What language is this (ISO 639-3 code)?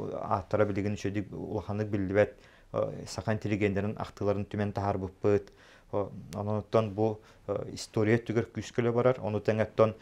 sah